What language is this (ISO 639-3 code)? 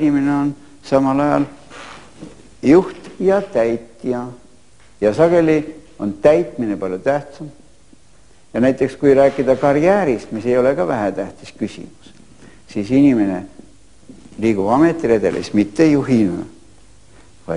est